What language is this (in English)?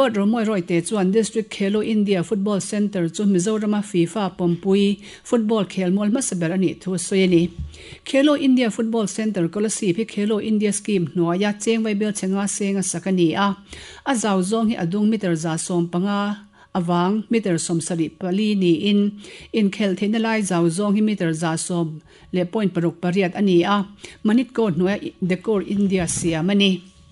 Mizo